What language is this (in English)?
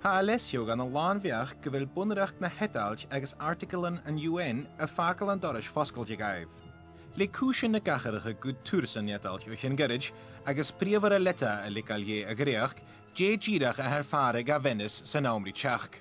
Scottish Gaelic